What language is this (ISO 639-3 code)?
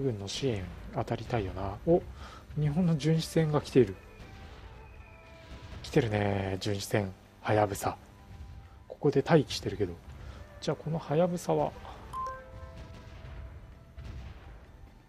jpn